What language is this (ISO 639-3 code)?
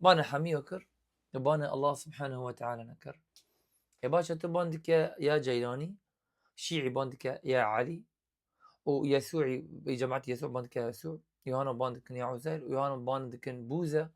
kur